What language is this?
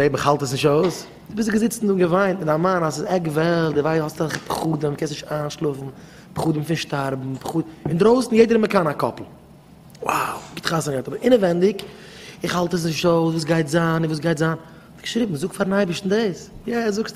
Yiddish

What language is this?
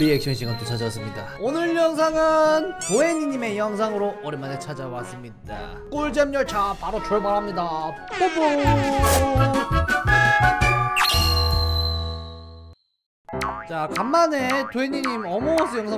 Korean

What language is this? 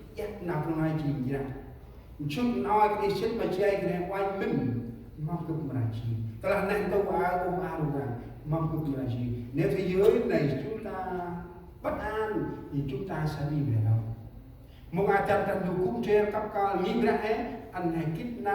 Central Mnong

